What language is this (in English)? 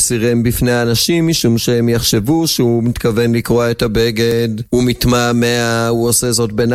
Hebrew